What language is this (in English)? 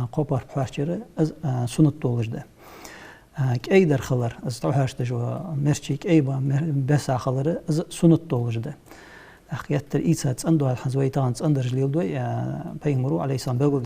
Ingush